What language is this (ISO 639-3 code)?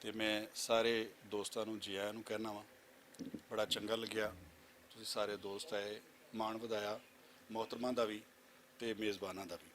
lah